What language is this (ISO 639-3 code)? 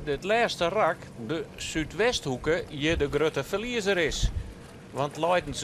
fry